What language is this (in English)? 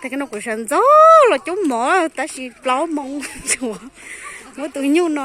Hmong